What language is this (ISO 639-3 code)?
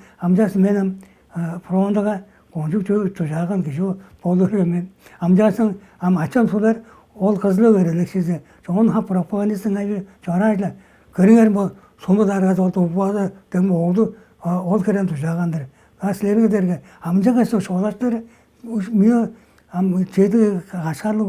tyv